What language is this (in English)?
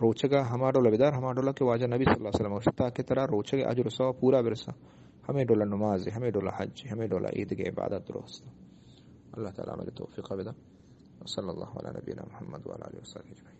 Eastern Balochi